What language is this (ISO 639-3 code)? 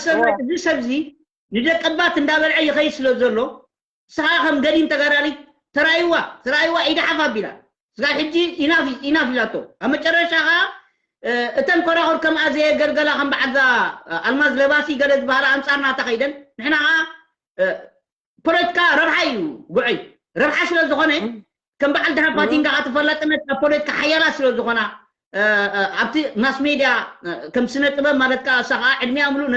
tir